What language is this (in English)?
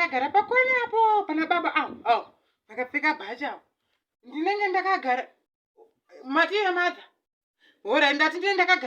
Shona